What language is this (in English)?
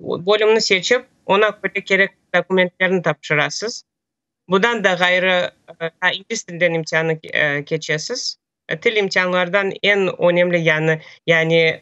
Crimean Tatar